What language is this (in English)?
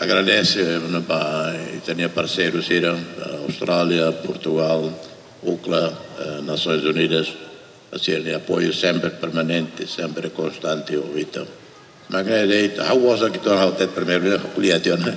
Tetum